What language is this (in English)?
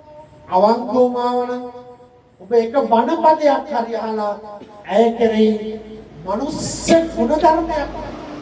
Sinhala